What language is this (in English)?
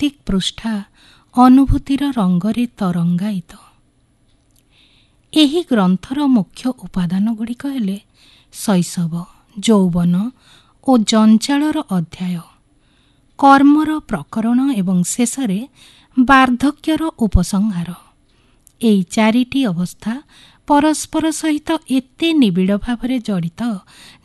Odia